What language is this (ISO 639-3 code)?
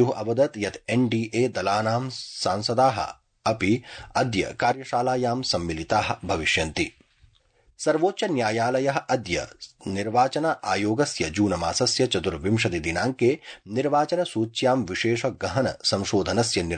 san